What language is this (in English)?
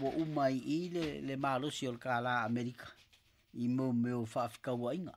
Samoan